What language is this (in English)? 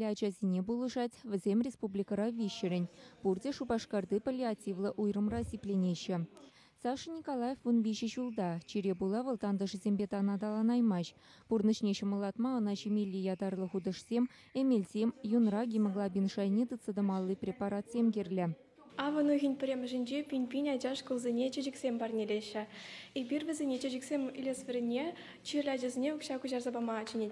Chuvash